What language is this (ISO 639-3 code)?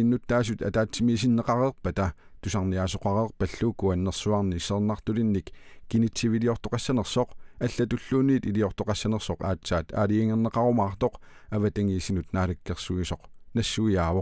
kal